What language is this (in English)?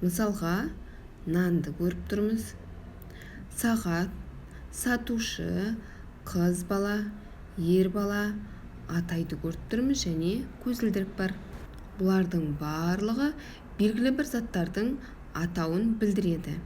Kazakh